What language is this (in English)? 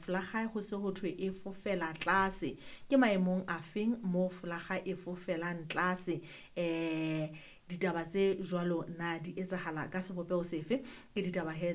Southern Sotho